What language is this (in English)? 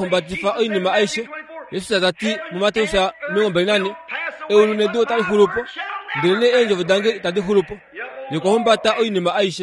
Kuanyama